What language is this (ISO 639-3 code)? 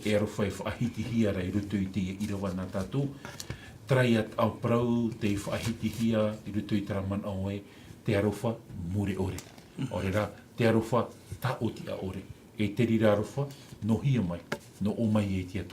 tah